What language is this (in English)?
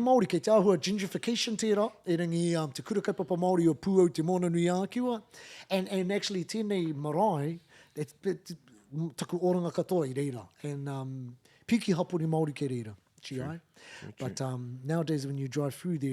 Māori